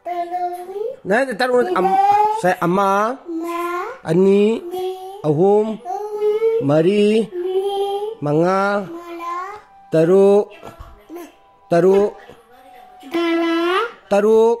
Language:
Manipuri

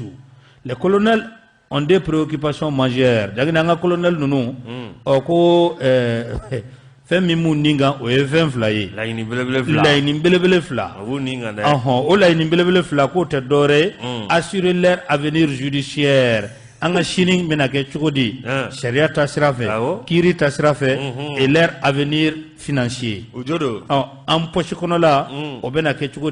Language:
Bambara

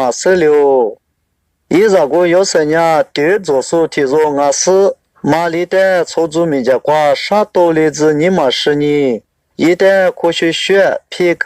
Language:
Lisu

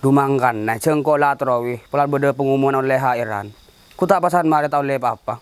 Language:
Madurese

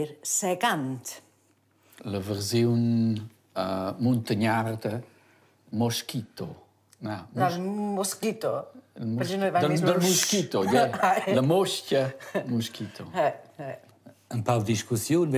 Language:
Romansh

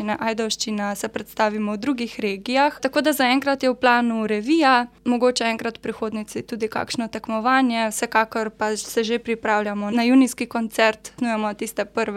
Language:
Slovenian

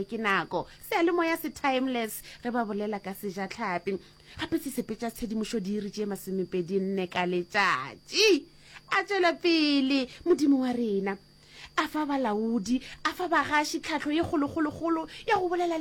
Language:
Northern Sotho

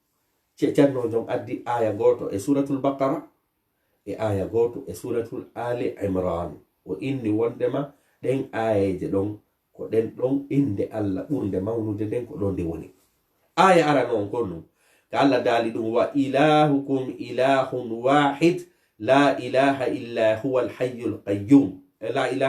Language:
Fula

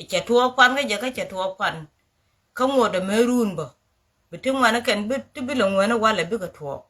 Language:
Nuer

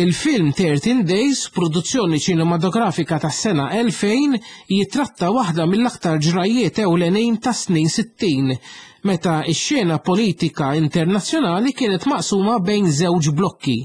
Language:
Maltese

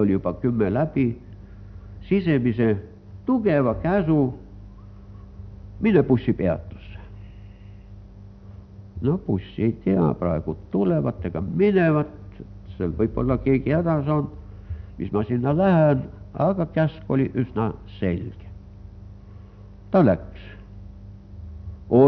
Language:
Estonian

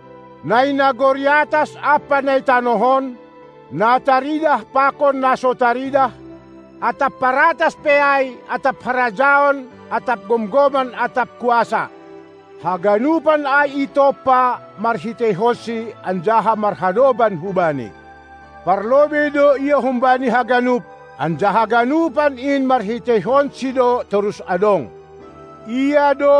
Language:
Batak Simalungun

